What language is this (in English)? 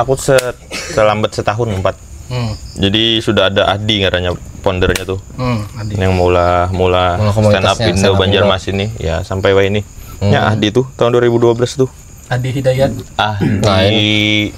Banjar